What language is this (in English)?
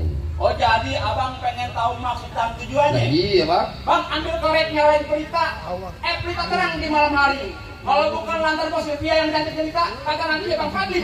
Betawi